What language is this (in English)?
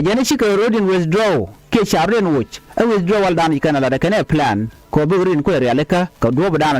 Nuer